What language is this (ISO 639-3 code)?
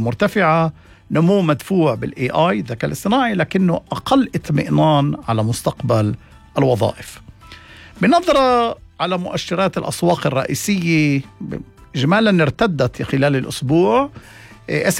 apc